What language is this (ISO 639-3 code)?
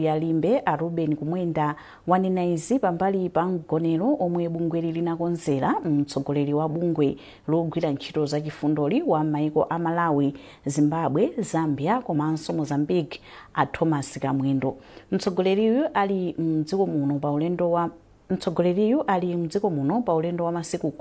nya